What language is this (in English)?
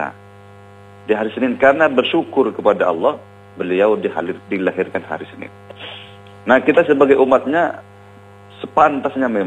Indonesian